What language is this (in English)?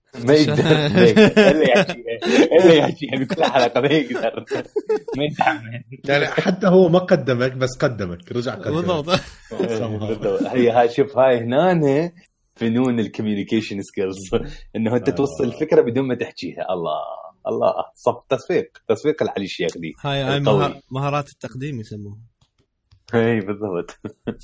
Mesopotamian Arabic